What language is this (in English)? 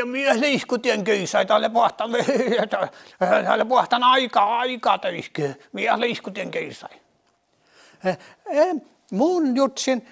Northern Sami